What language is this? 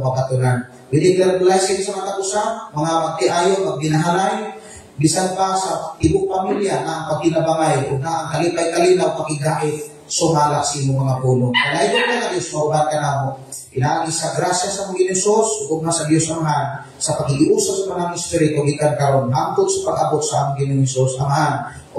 Cebuano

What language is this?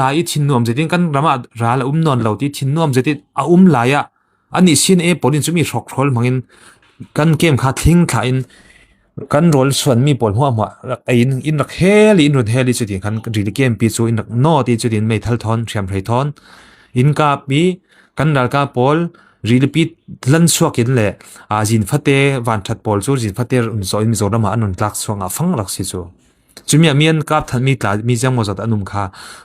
Falam Chin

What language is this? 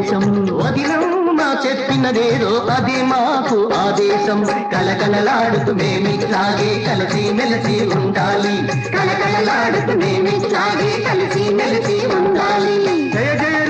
Telugu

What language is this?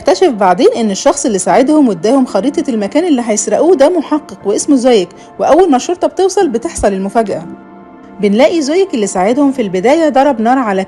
Egyptian Arabic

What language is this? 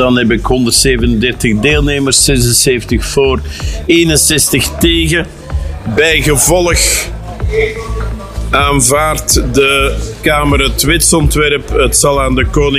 Dutch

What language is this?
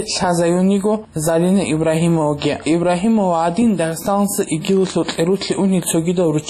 Avaric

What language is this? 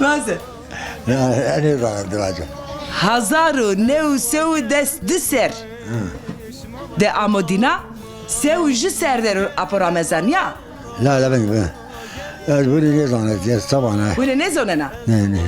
Zaza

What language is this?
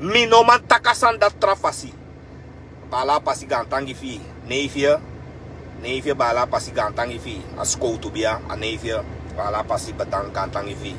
Sranan Tongo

